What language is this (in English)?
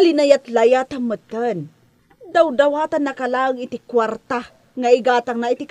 Iloko